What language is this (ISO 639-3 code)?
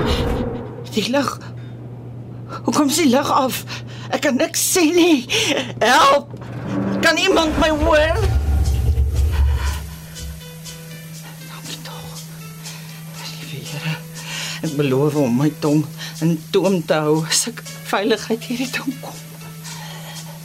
afr